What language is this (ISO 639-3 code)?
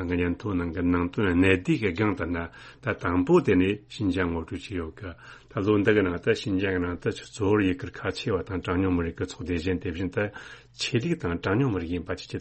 bod